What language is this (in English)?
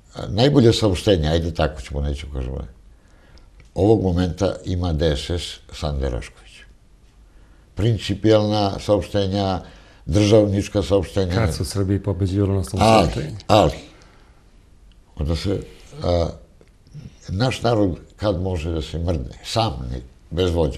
Serbian